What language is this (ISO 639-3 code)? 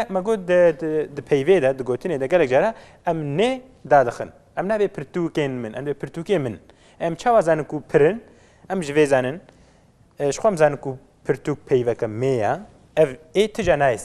kur